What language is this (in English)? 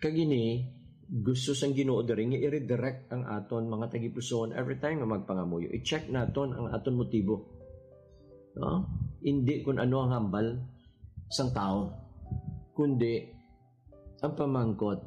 Hiligaynon